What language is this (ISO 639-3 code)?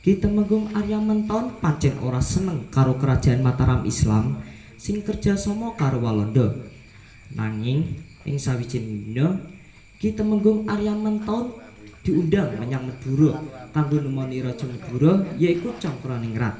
jav